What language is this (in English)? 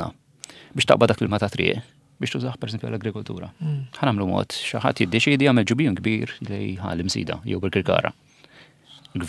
Maltese